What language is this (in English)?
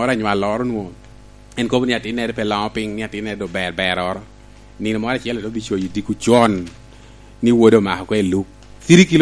Lango (Uganda)